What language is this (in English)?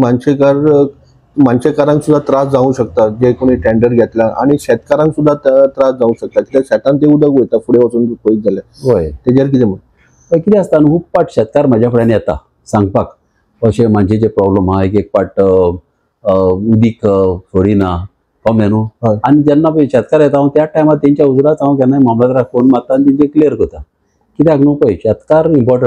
Konkani